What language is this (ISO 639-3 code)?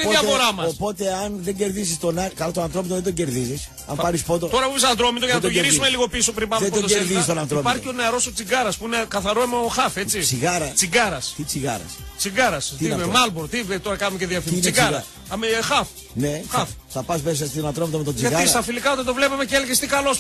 ell